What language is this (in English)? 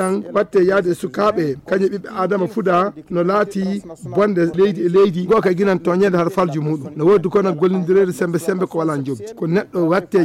Fula